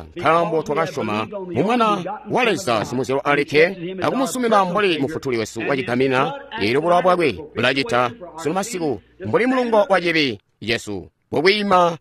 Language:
Tonga (Zambia)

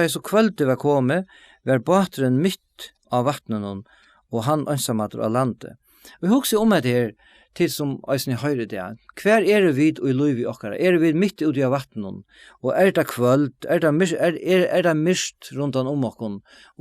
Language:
Faroese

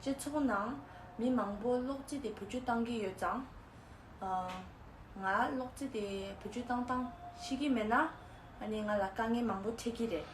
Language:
Tibetan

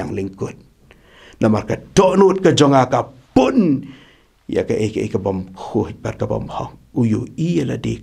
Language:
Khasi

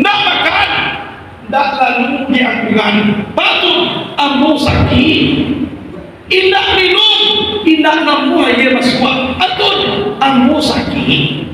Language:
Minangkabau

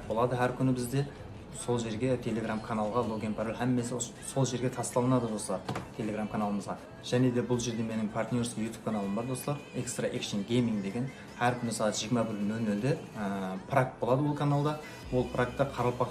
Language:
Kara-Kalpak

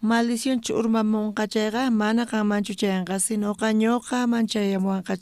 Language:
South Bolivian Quechua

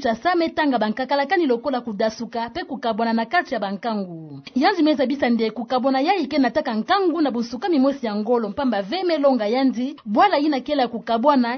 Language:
Kituba (Democratic Republic of Congo)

